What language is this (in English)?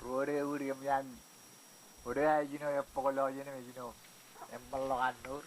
Marshallese